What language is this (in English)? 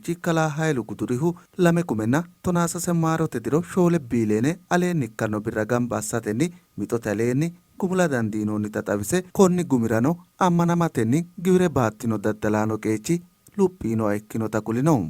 Sidamo